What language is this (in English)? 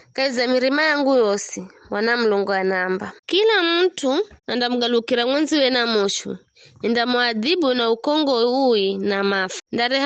Giryama